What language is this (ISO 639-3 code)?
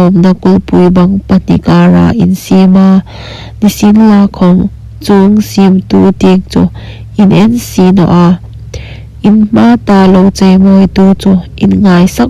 hmr